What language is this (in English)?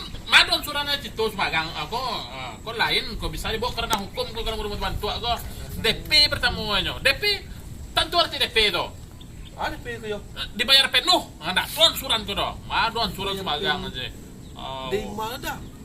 Minangkabau